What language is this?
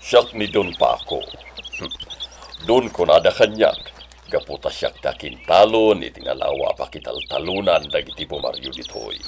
Iloko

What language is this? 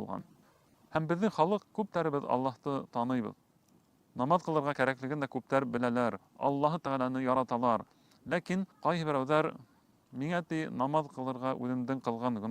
Bashkir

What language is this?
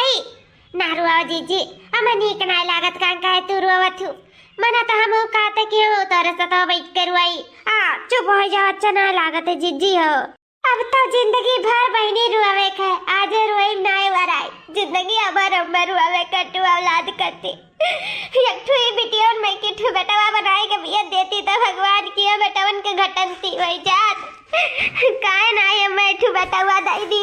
Awadhi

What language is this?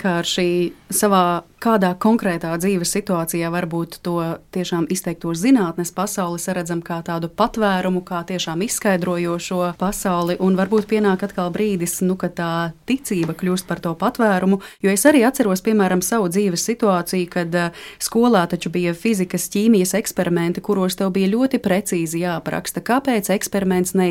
Latvian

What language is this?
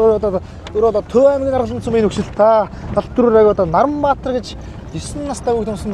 Mongolian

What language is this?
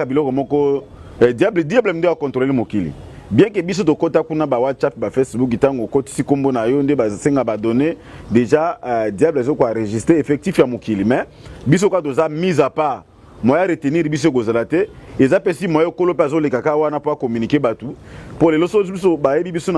Lingala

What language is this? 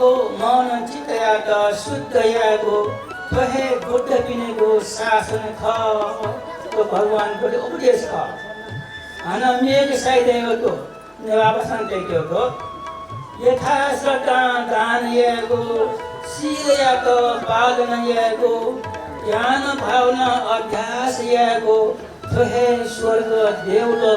Newari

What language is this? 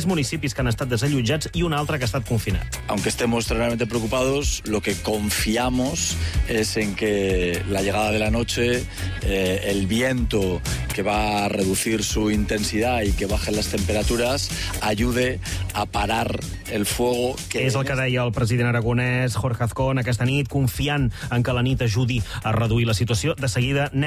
Catalan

